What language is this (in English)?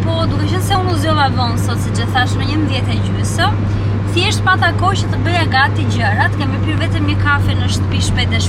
Albanian